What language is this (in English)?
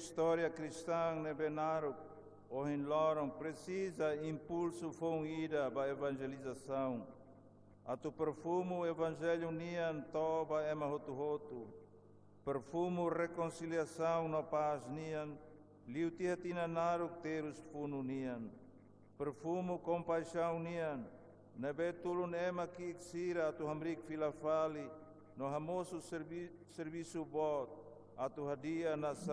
Tetum